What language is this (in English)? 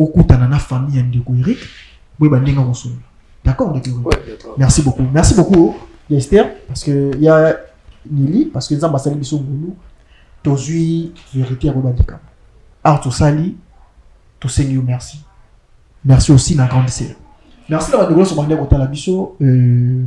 Lingala